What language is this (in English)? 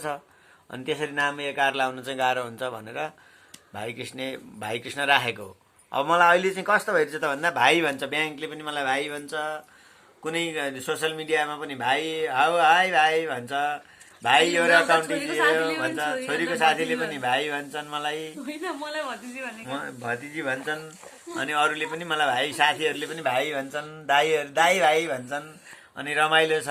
Nepali